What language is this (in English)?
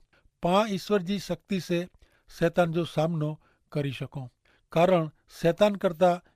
Kachhi